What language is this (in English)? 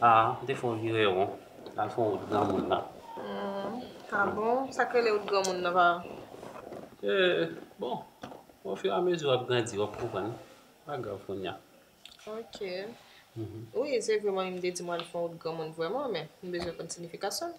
Haitian Creole